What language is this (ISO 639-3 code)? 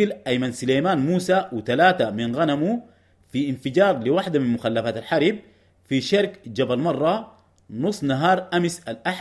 apd